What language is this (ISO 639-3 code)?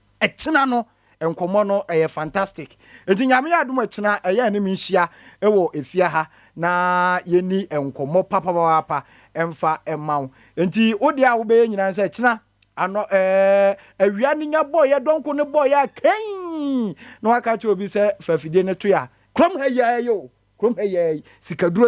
aka